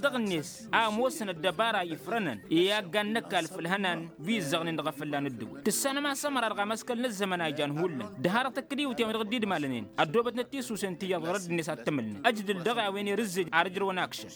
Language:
Tamasheq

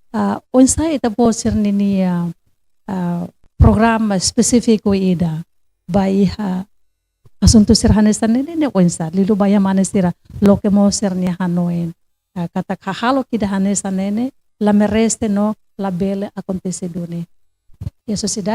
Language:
Tetum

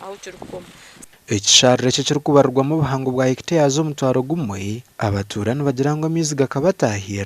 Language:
Nyankole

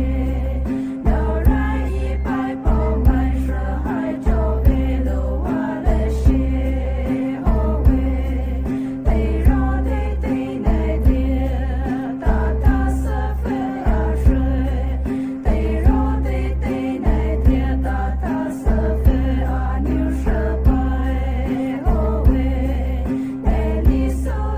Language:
Poumei Naga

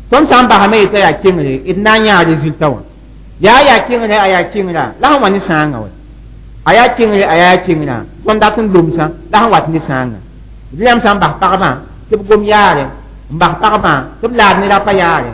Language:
Mossi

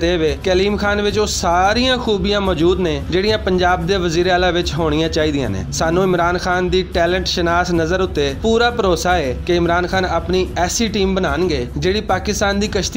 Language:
Western Panjabi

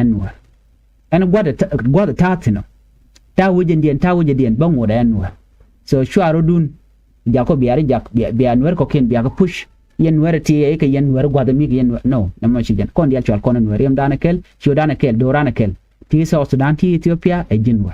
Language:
Nuer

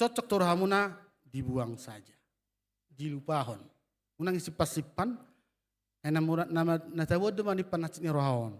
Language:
Batak Toba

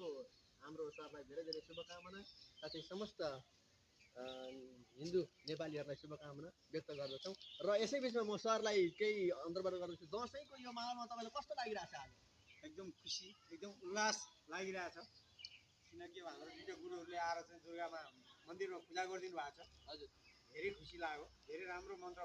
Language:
Nepali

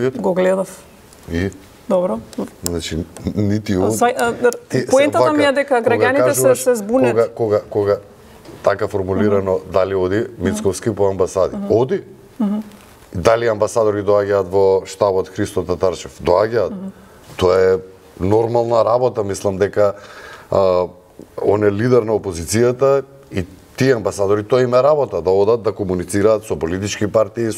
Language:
Macedonian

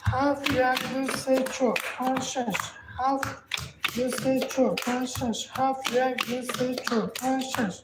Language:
Tajik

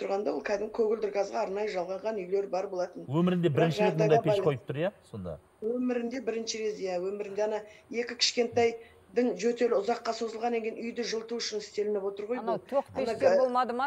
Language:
Kazakh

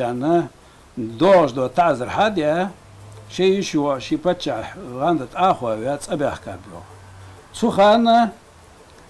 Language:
Ingush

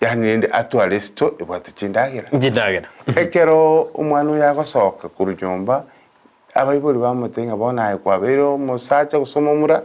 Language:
Gusii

